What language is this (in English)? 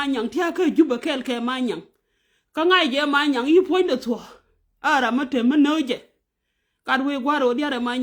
Nuer